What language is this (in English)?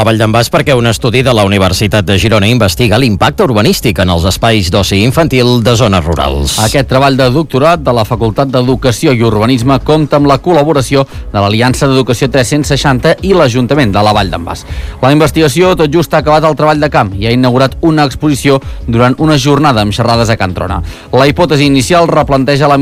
Catalan